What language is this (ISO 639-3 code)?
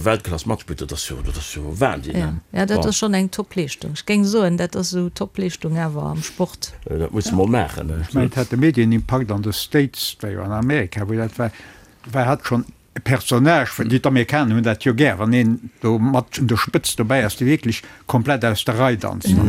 ltz